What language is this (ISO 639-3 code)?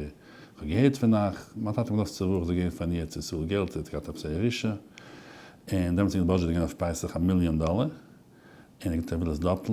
yid